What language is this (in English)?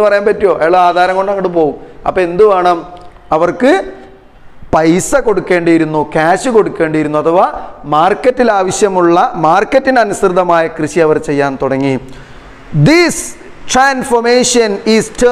Malayalam